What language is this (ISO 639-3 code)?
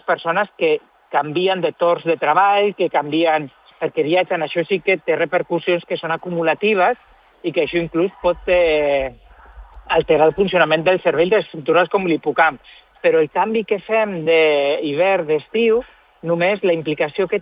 cat